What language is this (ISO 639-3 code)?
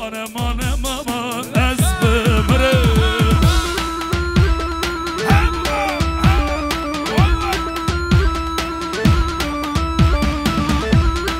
fas